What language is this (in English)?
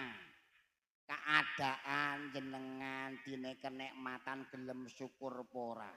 Javanese